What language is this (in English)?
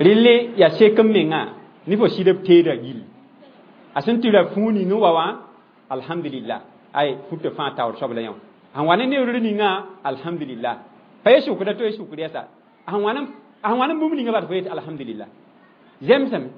Mossi